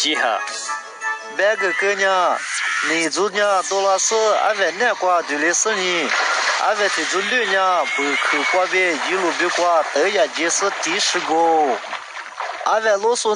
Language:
Lisu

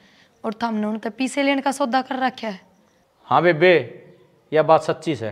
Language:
Haryanvi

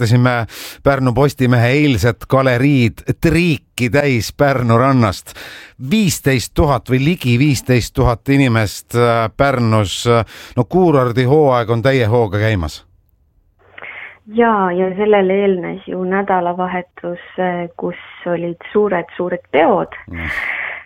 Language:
Estonian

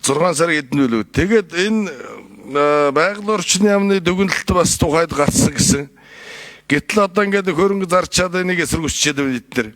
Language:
Mongolian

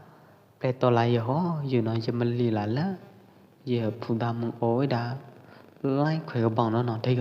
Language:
Pwo Eastern Karen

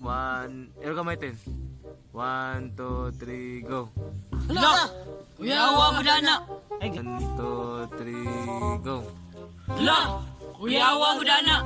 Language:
Cebuano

